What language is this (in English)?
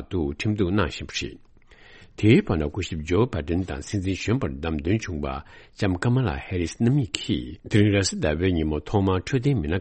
Tibetan